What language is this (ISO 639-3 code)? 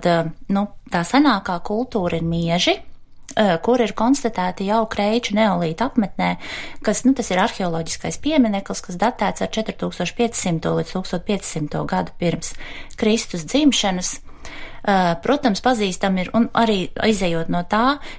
lav